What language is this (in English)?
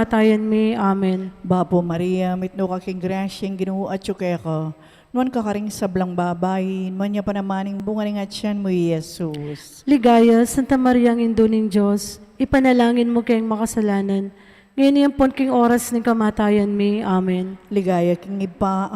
Pampanga